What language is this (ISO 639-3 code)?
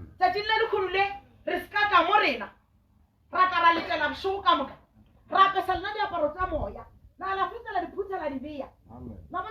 nso